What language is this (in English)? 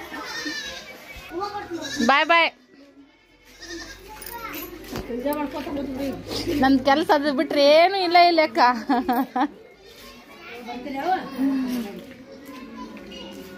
Kannada